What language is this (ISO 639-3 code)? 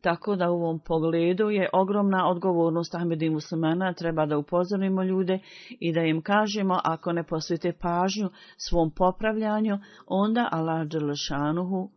bos